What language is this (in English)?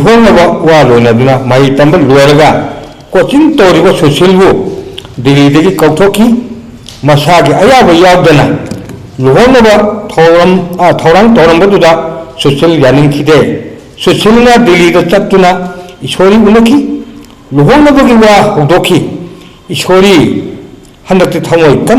Manipuri